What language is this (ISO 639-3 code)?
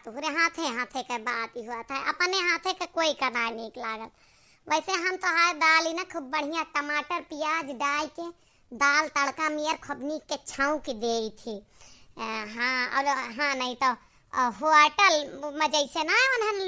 awa